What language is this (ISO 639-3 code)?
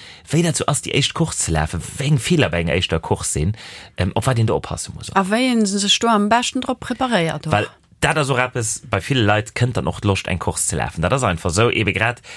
ltz